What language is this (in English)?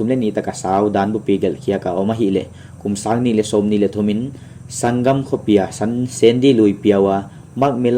Paite Chin